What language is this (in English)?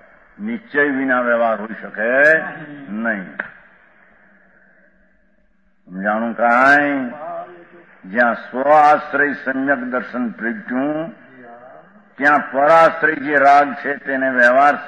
Gujarati